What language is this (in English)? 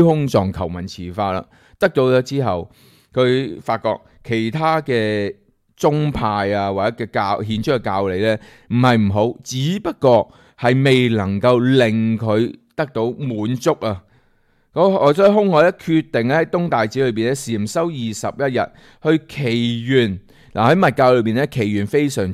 Cantonese